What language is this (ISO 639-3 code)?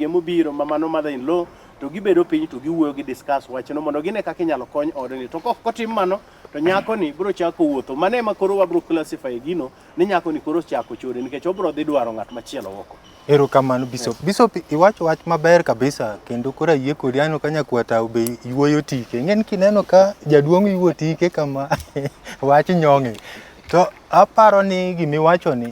luo